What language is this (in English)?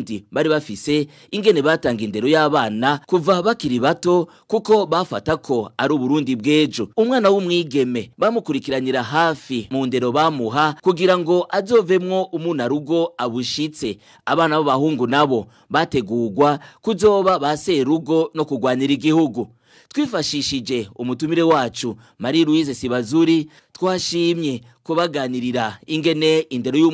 Rundi